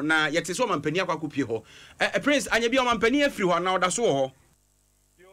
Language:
Akan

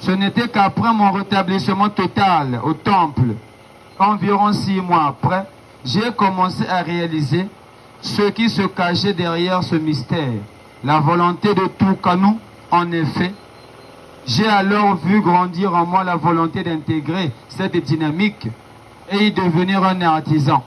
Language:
Kituba (Democratic Republic of Congo)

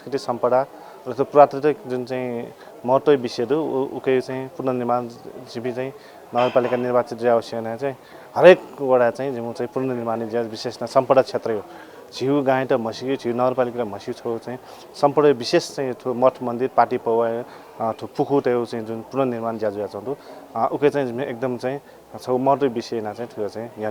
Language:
Newari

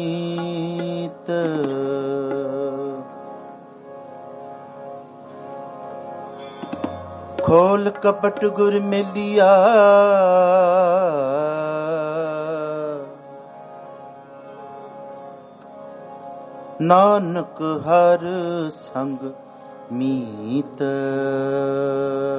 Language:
Punjabi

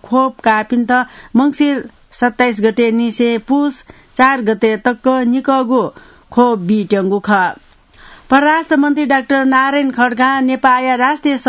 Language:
Newari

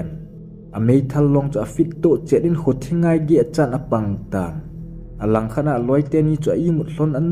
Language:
Thado Chin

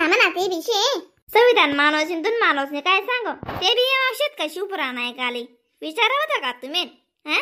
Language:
Khandesi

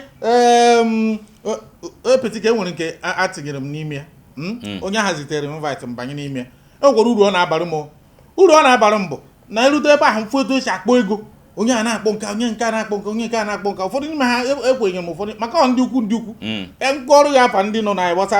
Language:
Igbo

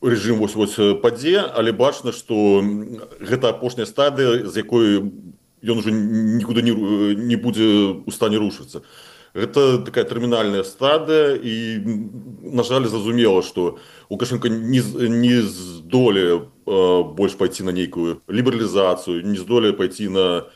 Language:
Belarusian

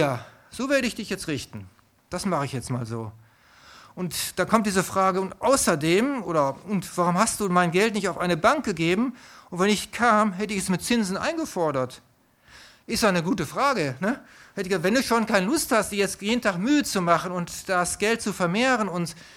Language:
German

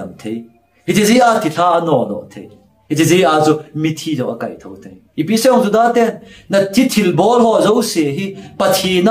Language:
Thado Chin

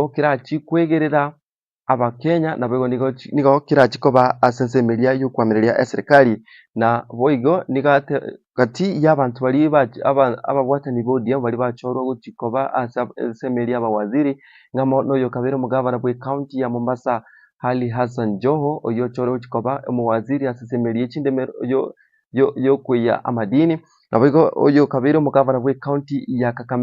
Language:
Gusii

